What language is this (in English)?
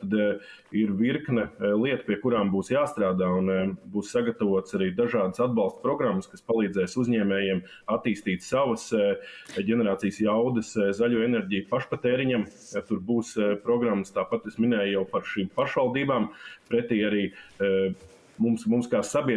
Latvian